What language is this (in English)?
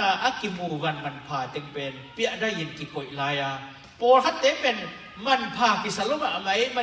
Tedim Chin